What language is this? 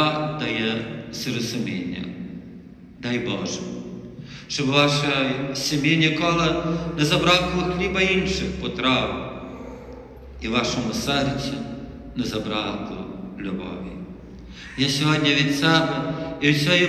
Ukrainian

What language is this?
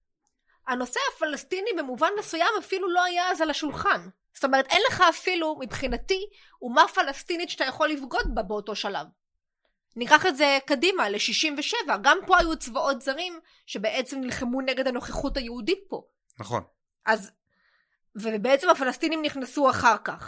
Hebrew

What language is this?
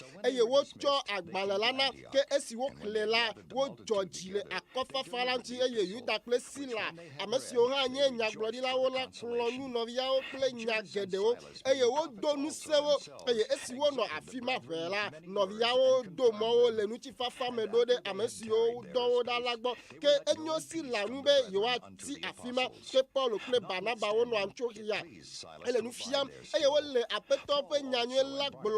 Ewe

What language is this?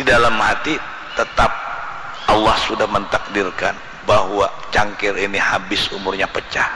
Banjar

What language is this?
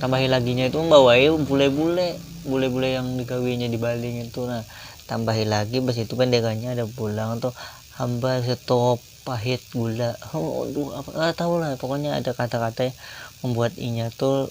Banjar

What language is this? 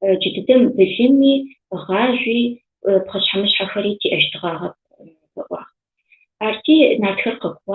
Adyghe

